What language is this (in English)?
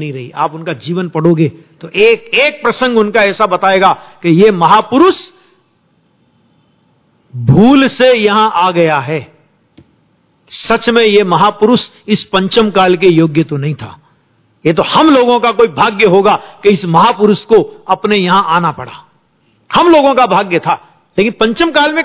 Hindi